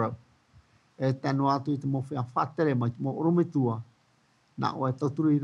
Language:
Tahitian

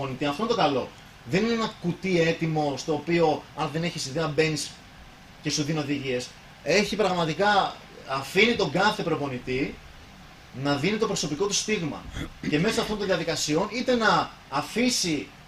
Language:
Greek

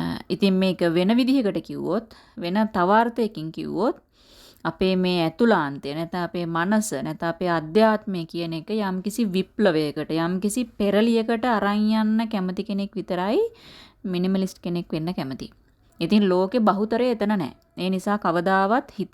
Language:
Sinhala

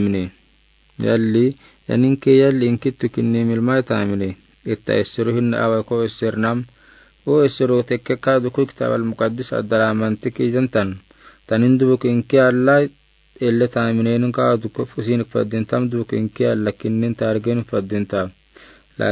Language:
Afar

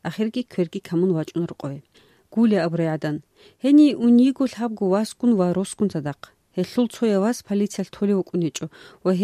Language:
Avaric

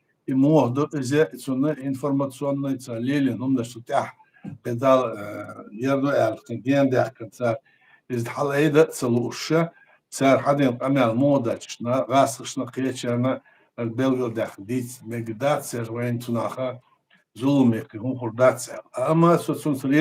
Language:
Chechen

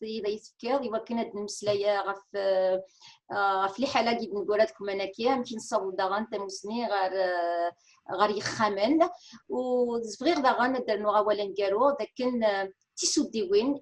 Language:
Kabyle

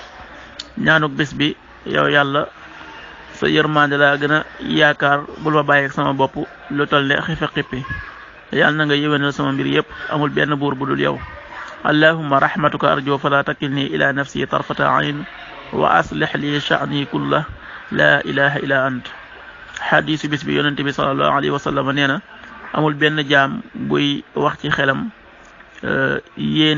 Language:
Wolof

